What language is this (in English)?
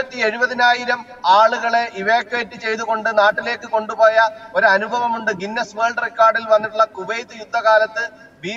Malayalam